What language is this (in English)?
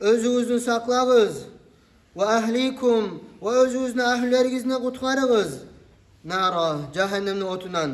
Kumyk